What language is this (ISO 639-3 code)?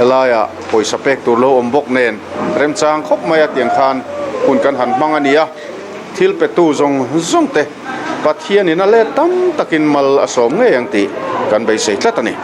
lus